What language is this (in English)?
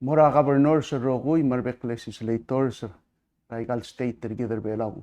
Palauan